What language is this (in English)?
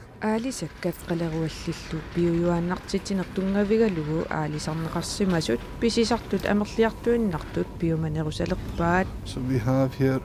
Kalaallisut